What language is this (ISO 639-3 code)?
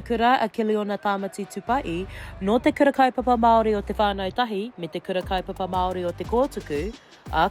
mri